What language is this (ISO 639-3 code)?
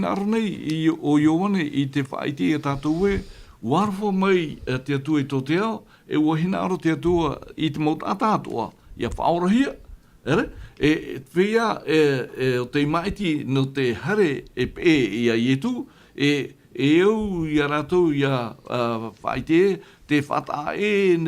tah